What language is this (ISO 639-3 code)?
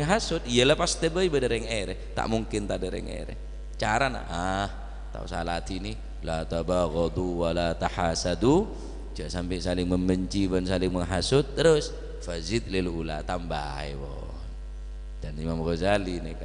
mad